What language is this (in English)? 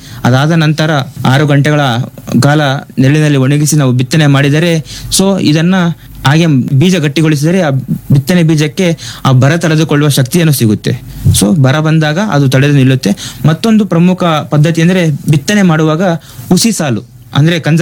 Kannada